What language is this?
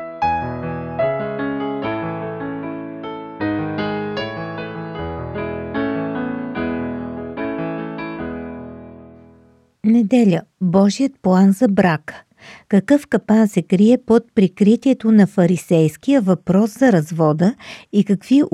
Bulgarian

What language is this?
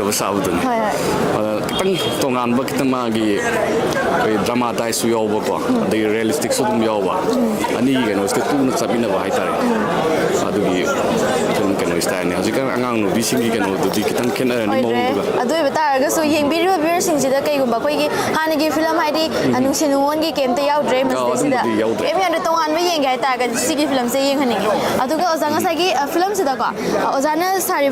Manipuri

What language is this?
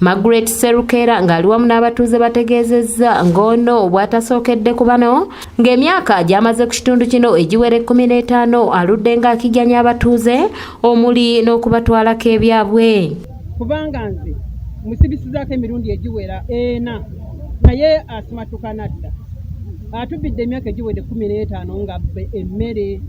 Ganda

